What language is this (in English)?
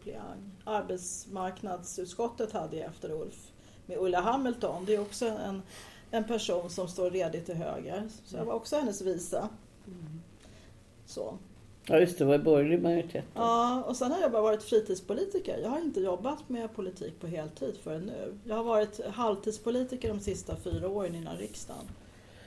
Swedish